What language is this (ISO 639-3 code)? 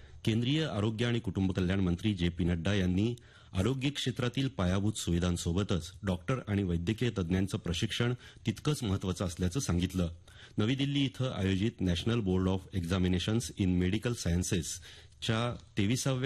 mar